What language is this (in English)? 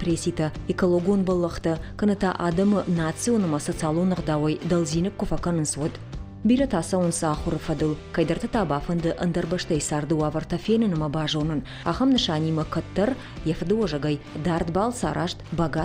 Ossetic